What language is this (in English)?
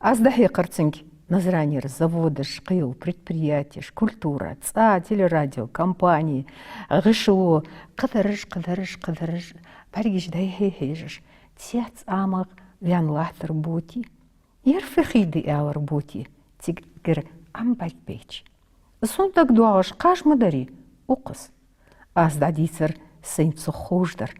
Ingush